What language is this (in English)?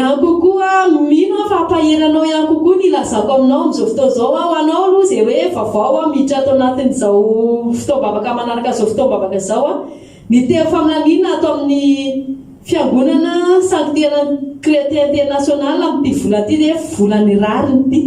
Malagasy